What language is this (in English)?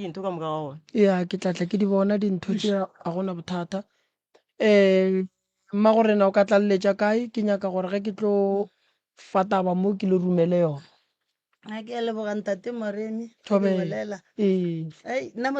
Northern Sotho